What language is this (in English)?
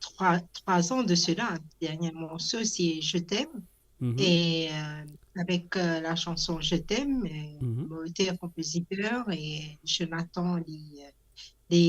Morisyen